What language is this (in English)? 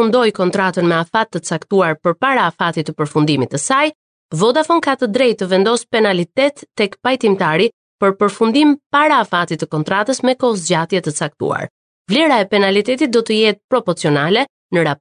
Albanian